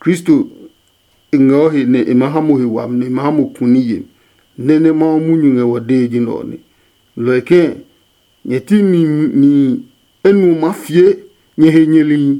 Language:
Adangme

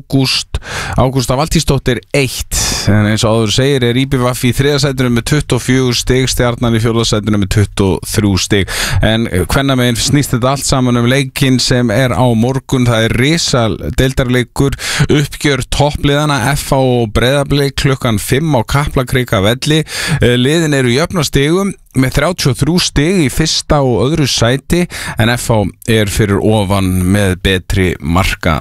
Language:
Icelandic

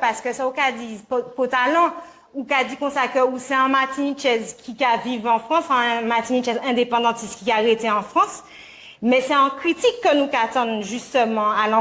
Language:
Guadeloupean Creole French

